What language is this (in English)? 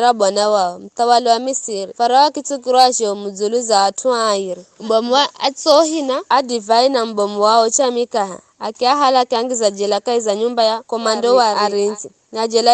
Giryama